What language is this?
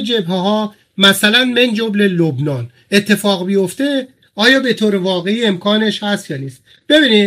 Persian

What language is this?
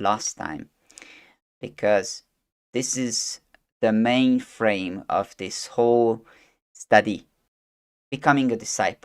English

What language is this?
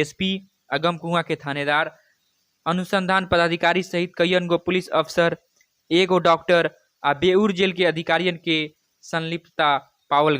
Bhojpuri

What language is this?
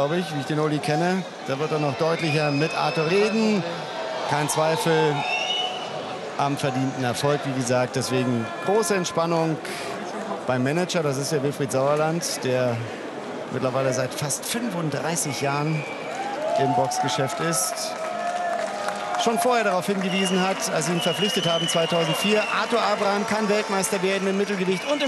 German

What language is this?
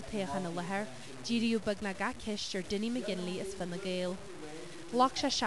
Irish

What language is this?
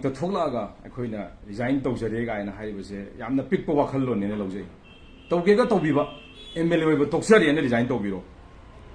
Manipuri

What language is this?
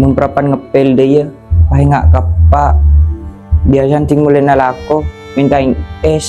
Madurese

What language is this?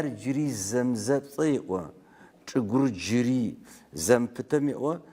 Adyghe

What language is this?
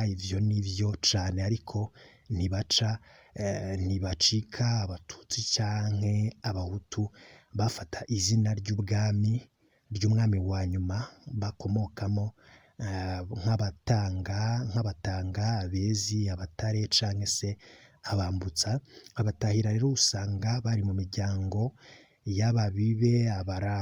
Rundi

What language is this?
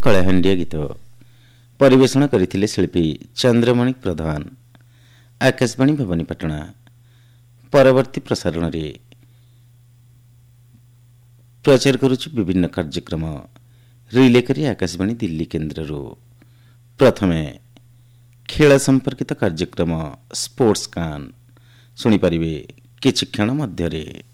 Odia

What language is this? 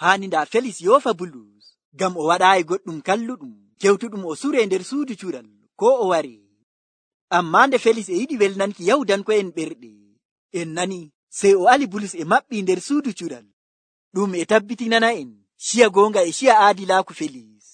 Nigerian Fulfulde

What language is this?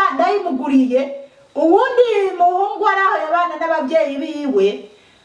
Rundi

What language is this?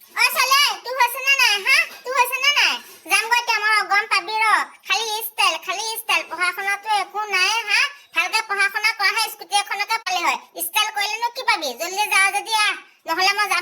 Assamese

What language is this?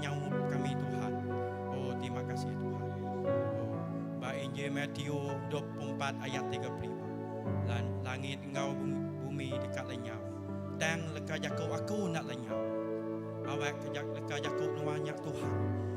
Iban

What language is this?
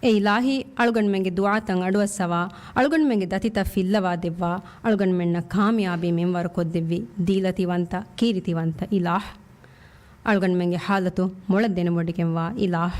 Divehi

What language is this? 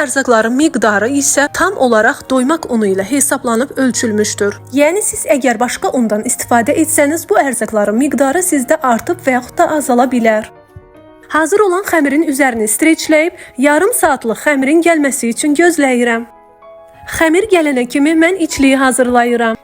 Azerbaijani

